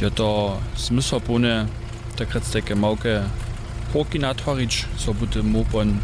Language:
Upper Sorbian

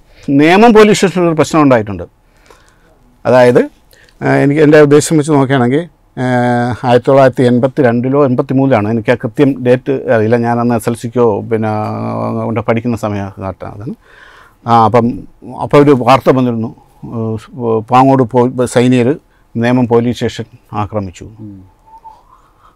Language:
Malayalam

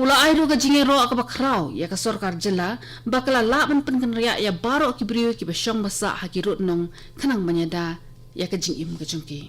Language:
Khasi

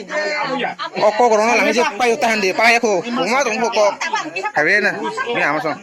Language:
Kok Borok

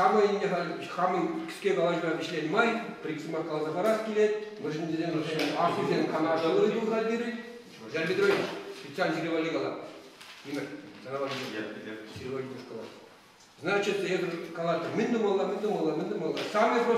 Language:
Chuvash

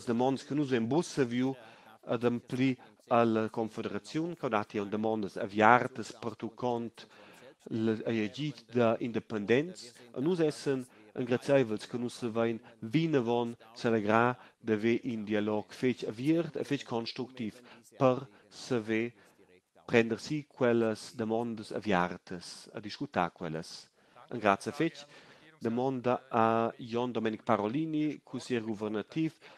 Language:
Romansh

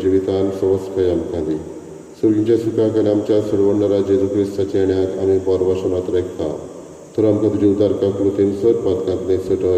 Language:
Konkani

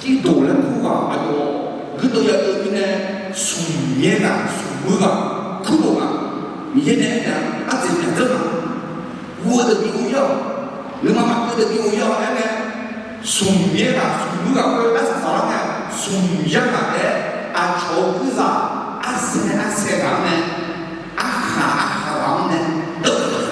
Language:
Akha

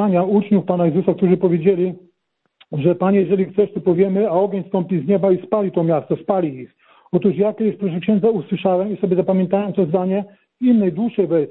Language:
Polish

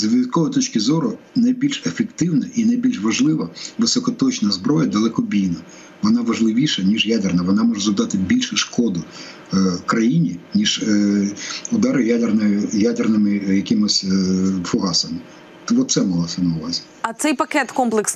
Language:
Ukrainian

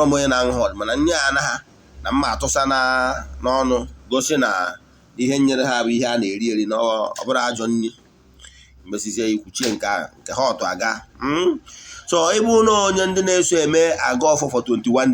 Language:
Igbo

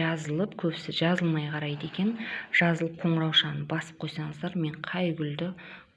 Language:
Kazakh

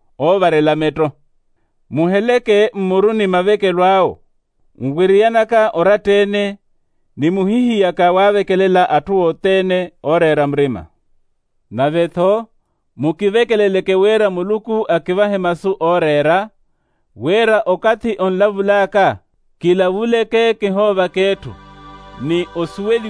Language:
Makhuwa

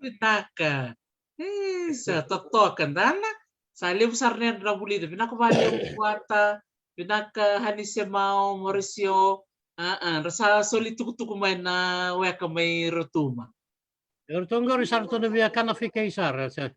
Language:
Fijian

